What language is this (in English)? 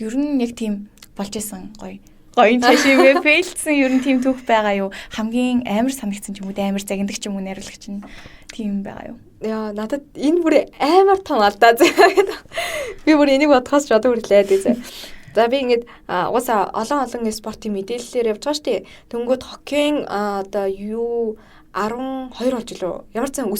Mongolian